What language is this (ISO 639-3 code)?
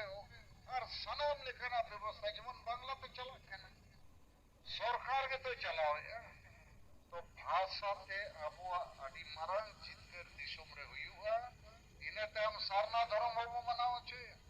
sat